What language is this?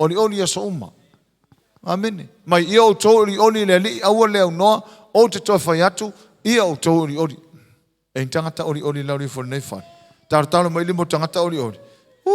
Samoan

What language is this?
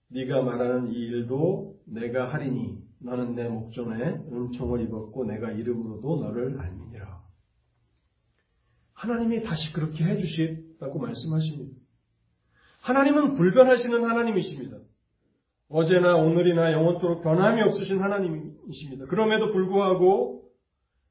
Korean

